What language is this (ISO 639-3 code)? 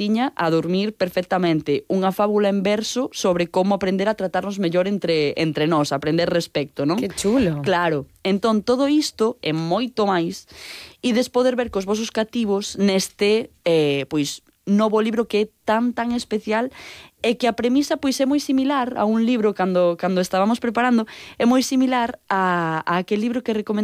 glg